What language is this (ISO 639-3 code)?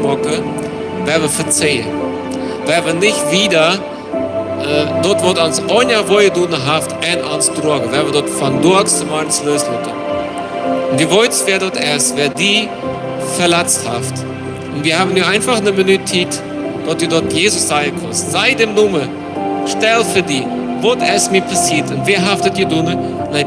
pdt